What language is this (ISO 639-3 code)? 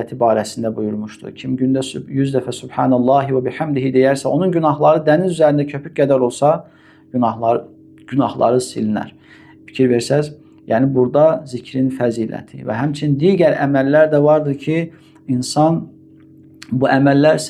aze